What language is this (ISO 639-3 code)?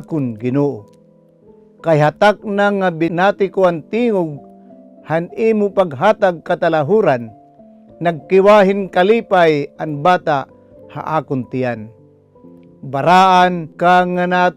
war